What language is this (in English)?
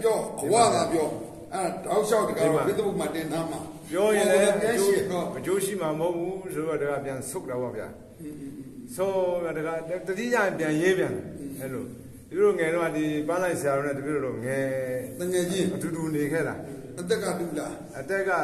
Burmese